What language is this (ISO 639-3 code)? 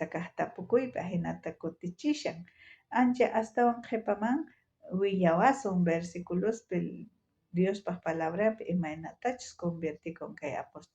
quh